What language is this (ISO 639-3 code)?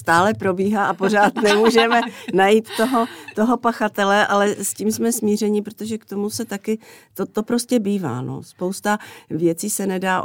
ces